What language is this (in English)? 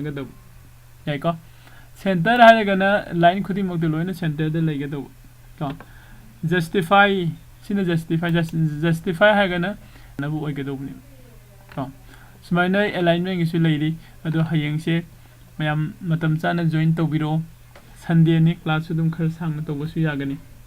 Manipuri